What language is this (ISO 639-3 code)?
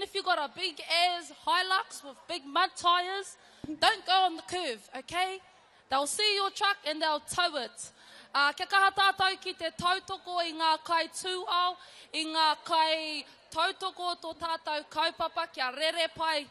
mri